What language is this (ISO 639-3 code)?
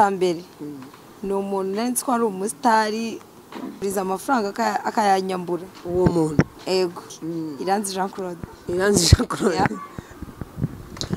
kin